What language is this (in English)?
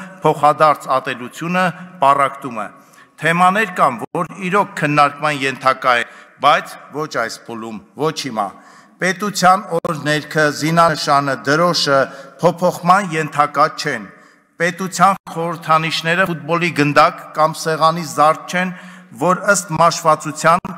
Armenian